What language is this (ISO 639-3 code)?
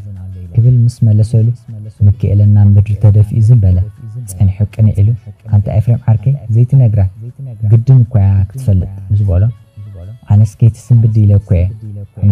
tir